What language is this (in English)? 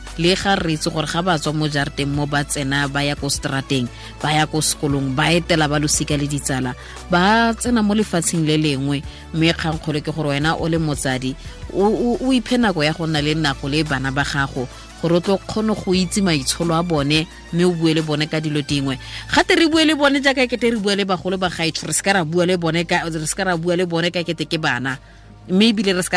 Tswana